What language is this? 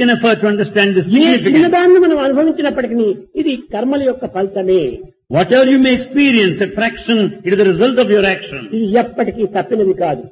Telugu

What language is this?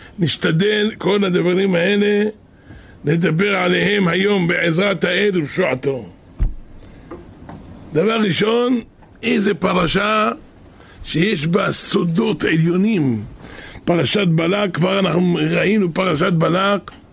Hebrew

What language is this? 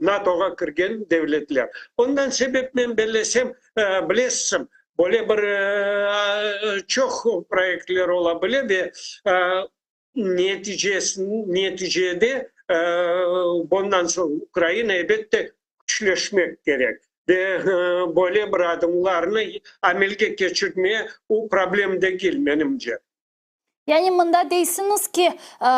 Crimean Tatar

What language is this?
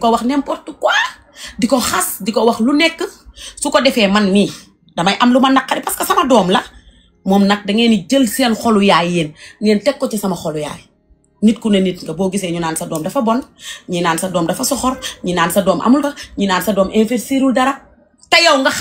Wolof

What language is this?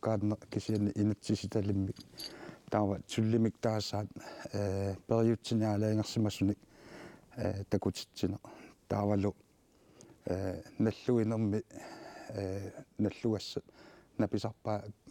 Kalaallisut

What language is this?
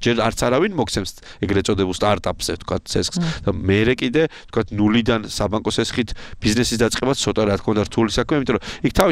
Georgian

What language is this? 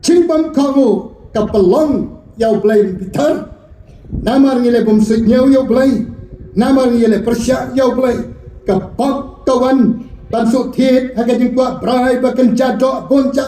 Khasi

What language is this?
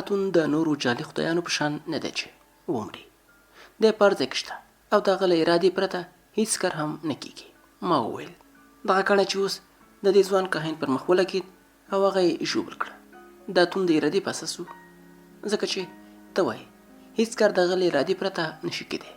Pashto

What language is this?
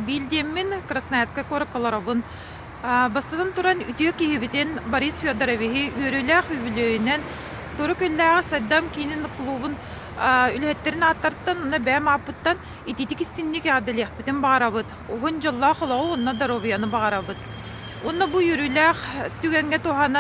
Yakut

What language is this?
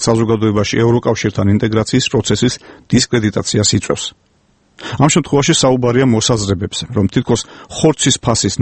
Georgian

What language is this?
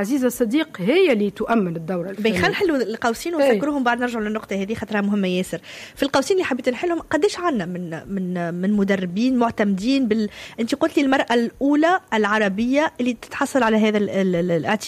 Tunisian Arabic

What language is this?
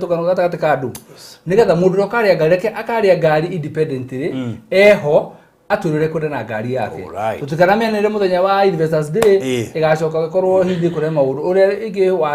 Kikuyu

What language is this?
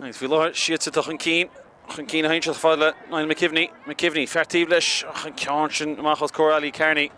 Irish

